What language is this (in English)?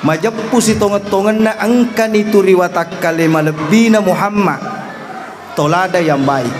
Buginese